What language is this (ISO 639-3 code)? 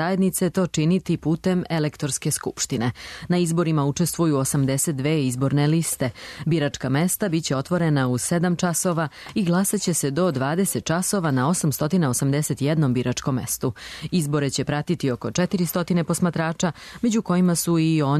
srp